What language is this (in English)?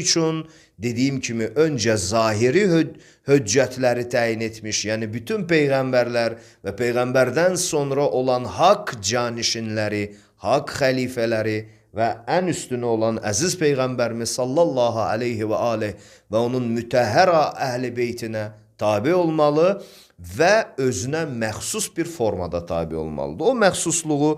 Azerbaijani